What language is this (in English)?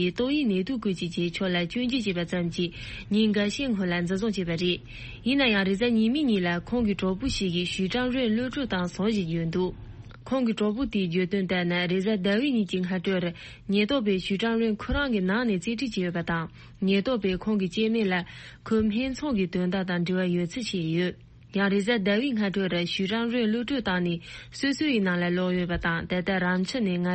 Tibetan